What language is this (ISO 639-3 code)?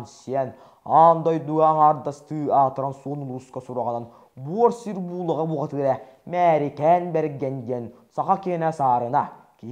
sah